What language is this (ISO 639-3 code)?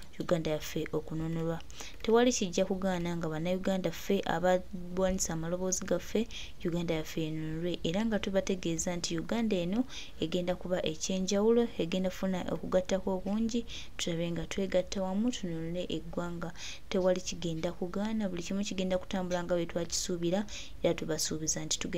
lug